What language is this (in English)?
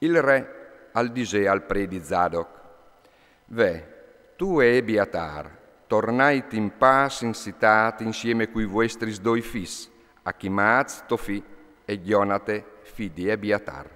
Friulian